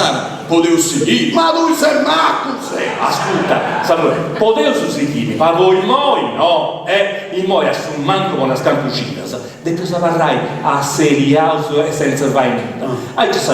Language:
Sardinian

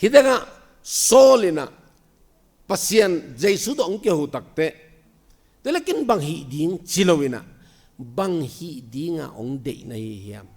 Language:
Tedim Chin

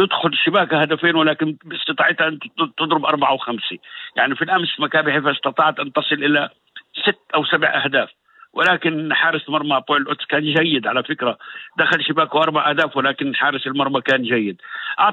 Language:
North Levantine Arabic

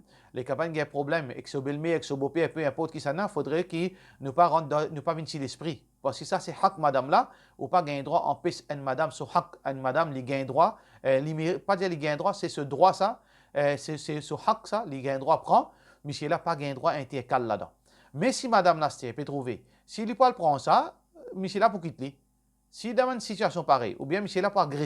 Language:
Morisyen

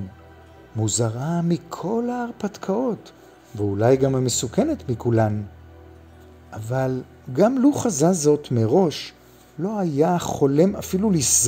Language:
Hebrew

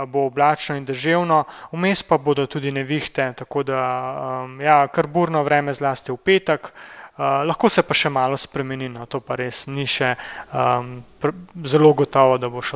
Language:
Slovenian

